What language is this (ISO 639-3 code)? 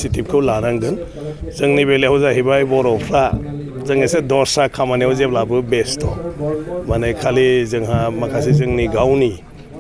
brx